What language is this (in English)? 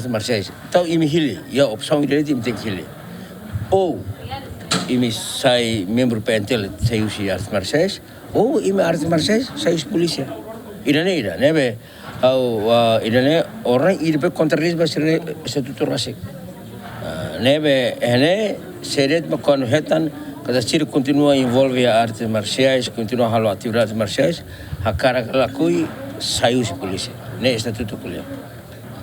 Tetum